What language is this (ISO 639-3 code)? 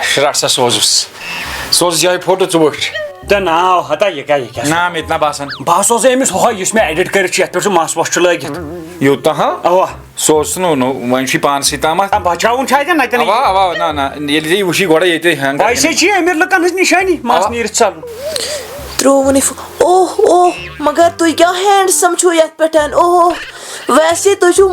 kas